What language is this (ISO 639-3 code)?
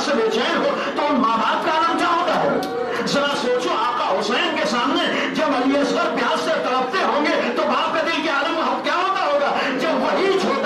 urd